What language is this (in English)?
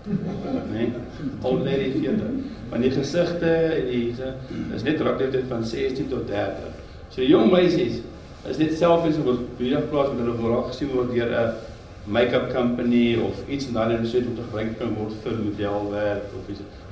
Afrikaans